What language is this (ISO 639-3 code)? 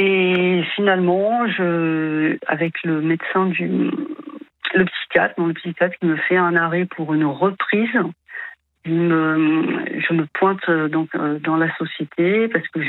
fra